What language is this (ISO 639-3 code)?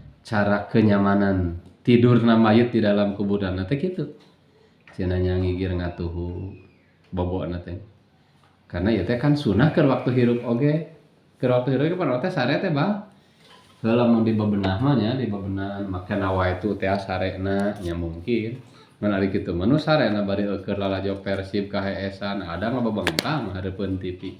sun